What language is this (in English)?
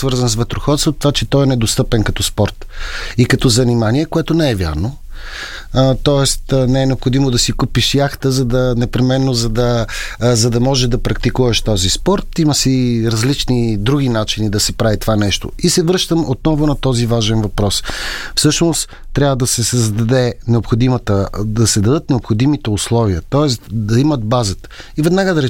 Bulgarian